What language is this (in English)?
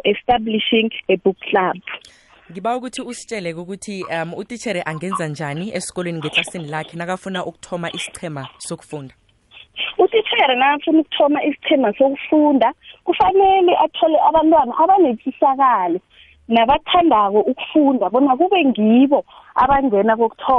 South Ndebele